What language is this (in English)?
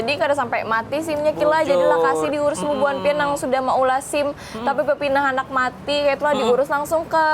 Banjar